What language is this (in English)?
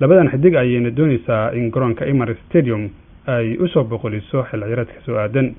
Somali